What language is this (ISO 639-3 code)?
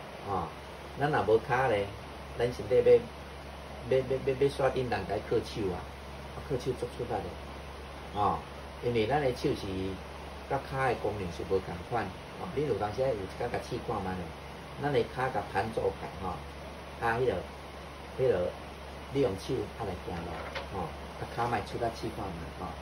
nan